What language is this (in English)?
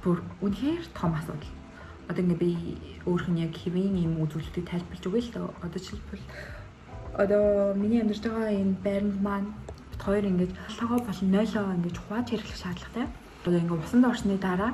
Mongolian